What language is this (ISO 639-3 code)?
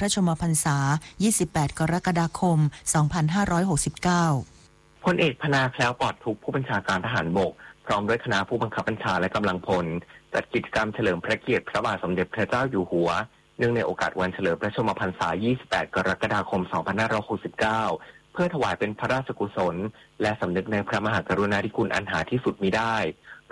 tha